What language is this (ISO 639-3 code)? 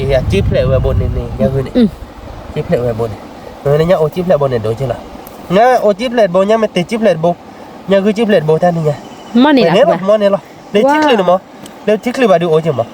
ksw